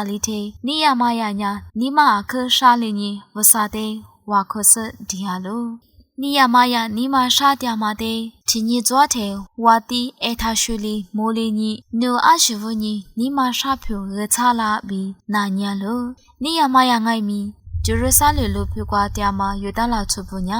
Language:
Lisu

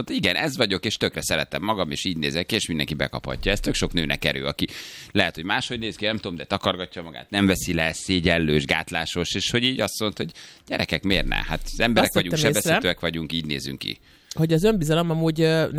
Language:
Hungarian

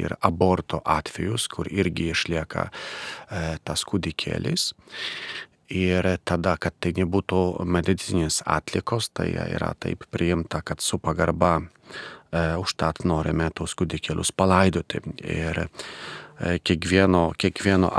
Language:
Lithuanian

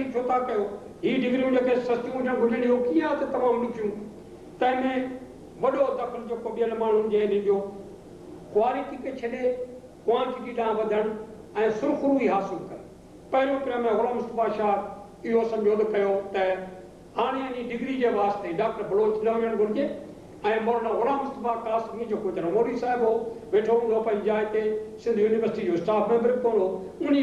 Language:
Sindhi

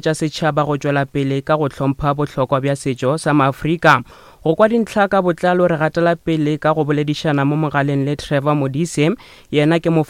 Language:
Northern Sotho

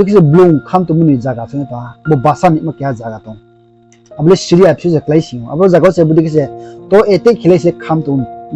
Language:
Riang (India)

